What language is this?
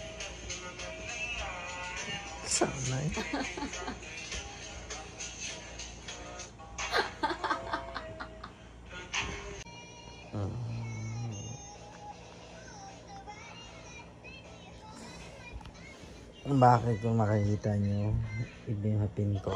Filipino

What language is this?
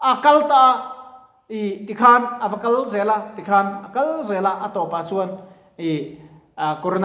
Mizo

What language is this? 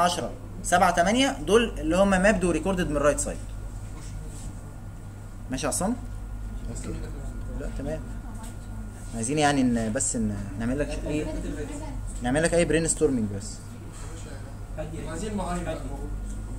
Egyptian Arabic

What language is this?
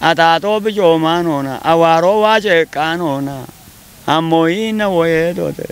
Kafa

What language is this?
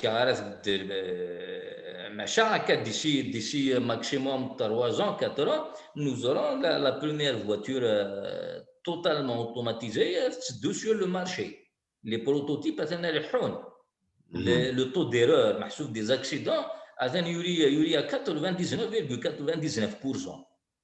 Kabyle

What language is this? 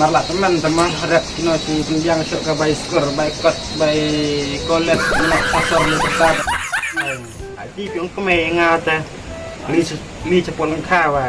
Khasi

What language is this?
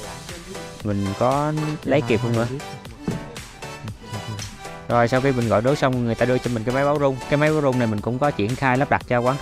Vietnamese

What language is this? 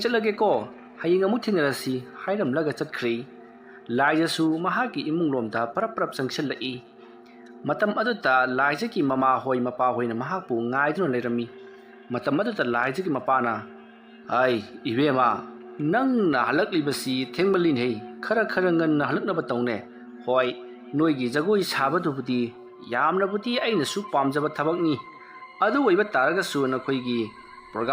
Manipuri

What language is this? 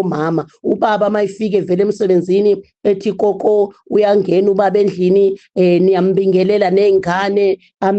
Zulu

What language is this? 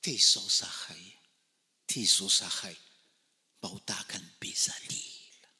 Malagasy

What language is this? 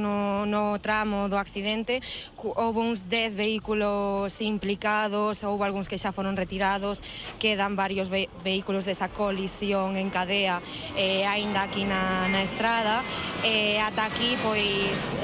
Galician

